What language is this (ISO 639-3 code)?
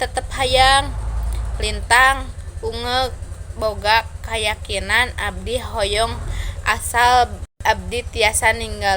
sun